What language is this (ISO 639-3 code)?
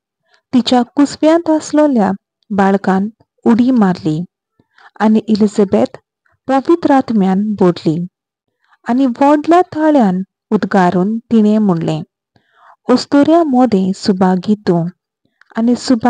kok